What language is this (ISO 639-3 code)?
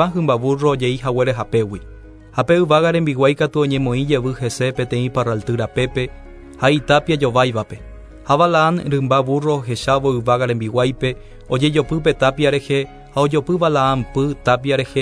grn